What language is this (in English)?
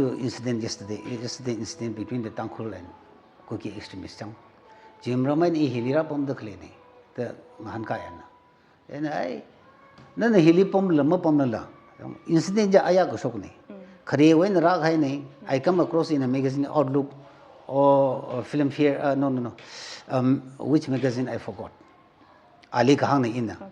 Tangkhul Naga (India)